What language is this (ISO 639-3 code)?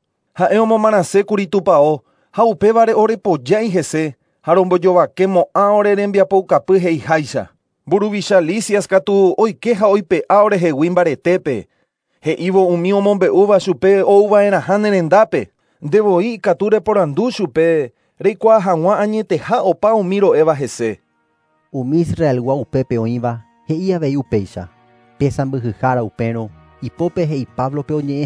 grn